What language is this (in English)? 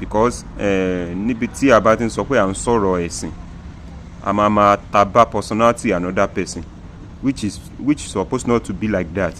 Yoruba